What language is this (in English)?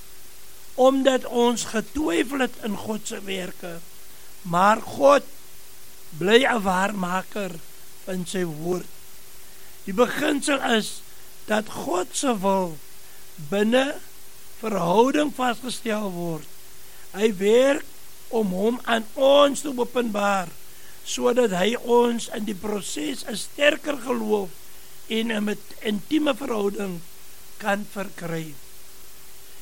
Afrikaans